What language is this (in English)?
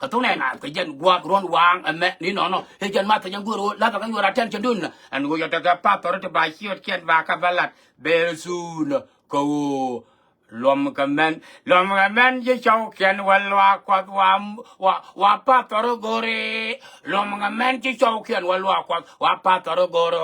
Nuer